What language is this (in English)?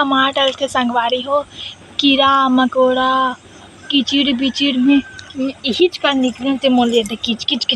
Chhattisgarhi